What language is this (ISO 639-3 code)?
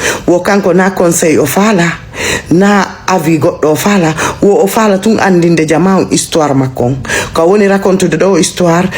ful